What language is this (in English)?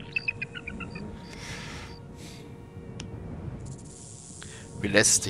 German